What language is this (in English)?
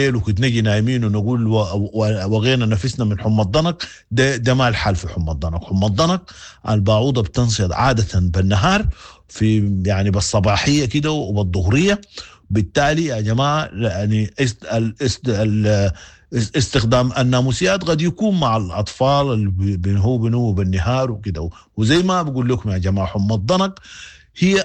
Sudanese Arabic